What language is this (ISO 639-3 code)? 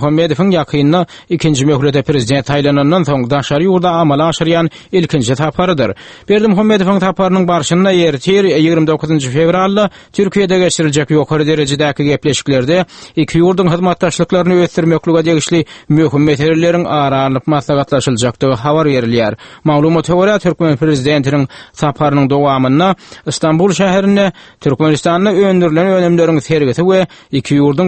tuk